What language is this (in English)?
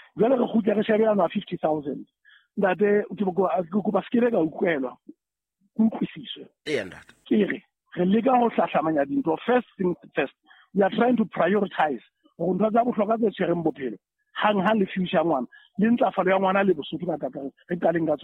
Southern Sotho